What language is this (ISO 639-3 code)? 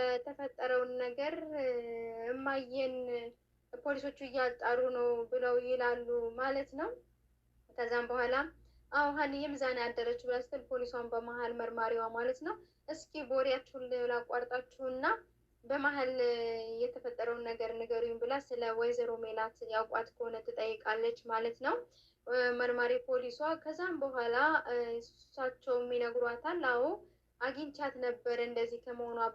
amh